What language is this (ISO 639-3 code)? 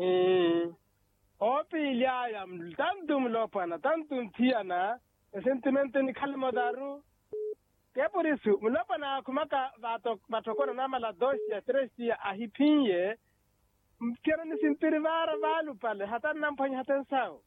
vmw